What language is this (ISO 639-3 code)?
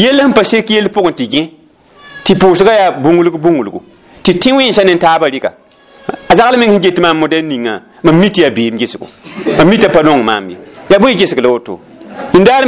mos